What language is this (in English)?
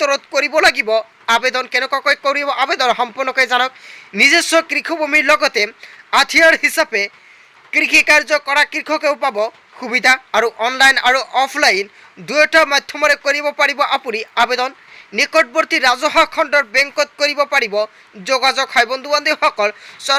Assamese